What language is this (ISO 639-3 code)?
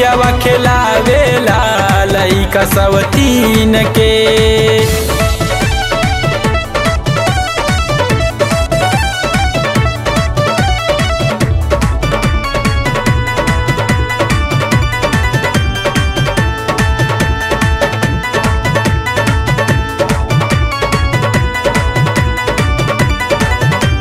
bho